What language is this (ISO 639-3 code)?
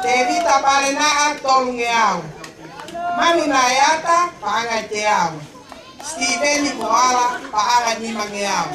ton